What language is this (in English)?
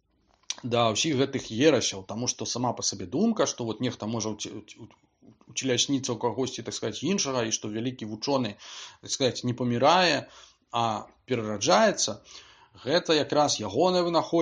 Belarusian